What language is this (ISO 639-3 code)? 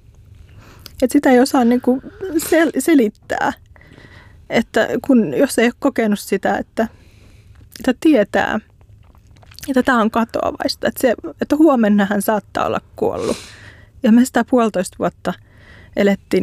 fin